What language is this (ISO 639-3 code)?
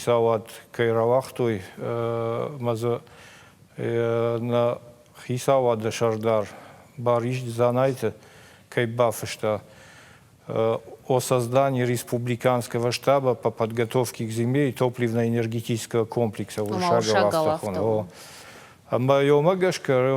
oss